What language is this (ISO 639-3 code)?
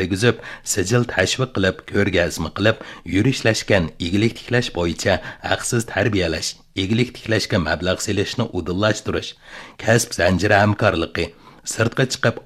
uig